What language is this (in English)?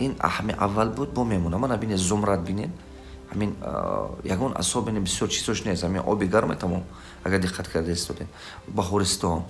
Tajik